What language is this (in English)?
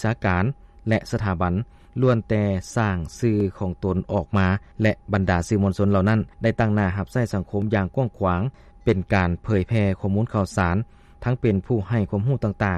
Lao